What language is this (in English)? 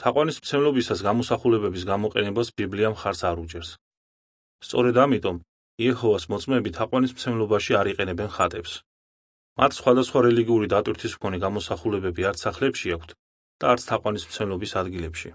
Georgian